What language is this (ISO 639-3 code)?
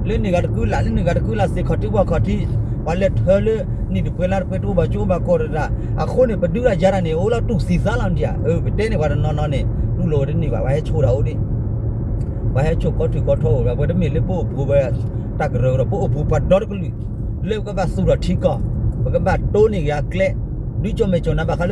ksw